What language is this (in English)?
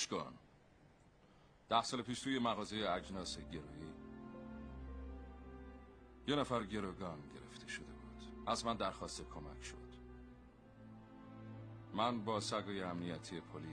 Persian